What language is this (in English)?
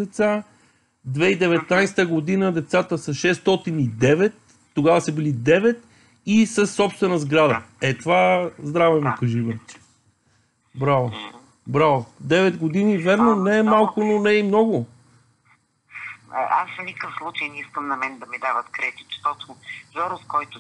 Bulgarian